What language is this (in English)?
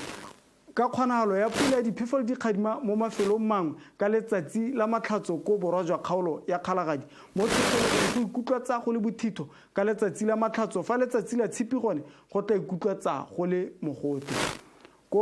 Tswana